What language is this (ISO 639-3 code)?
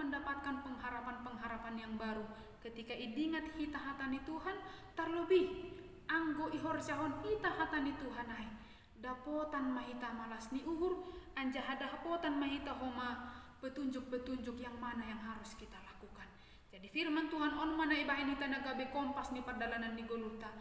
bts